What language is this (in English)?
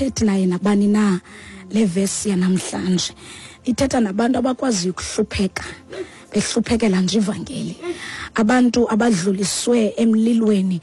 Xhosa